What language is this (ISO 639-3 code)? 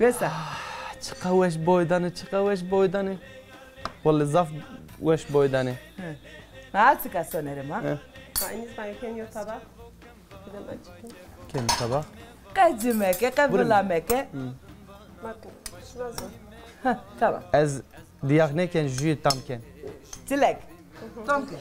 zza